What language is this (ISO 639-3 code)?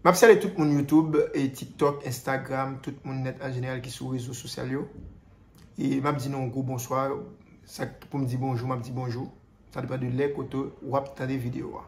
hat